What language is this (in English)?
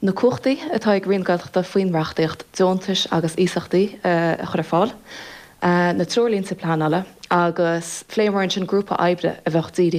Irish